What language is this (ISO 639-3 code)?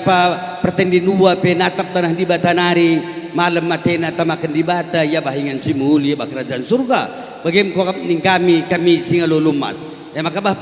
btx